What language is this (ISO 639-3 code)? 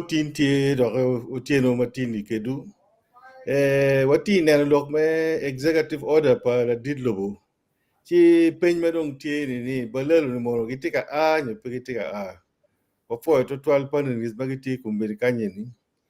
ach